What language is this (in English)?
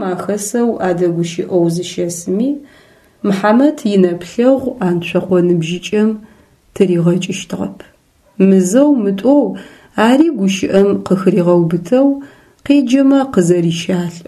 Adyghe